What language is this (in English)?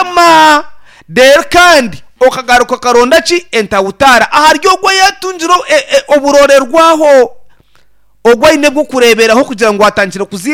Nyankole